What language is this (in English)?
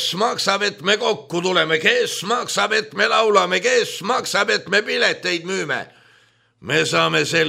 Estonian